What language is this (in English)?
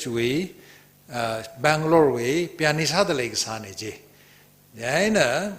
Tangkhul Naga (India)